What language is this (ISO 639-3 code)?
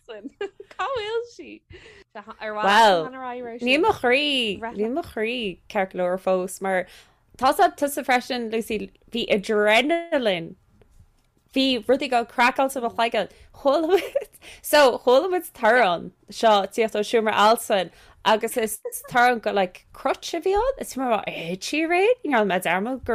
gle